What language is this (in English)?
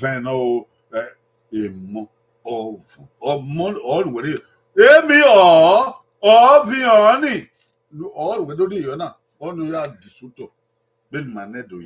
Bini